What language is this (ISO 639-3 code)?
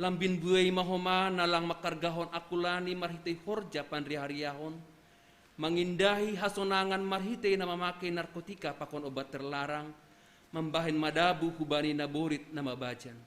bts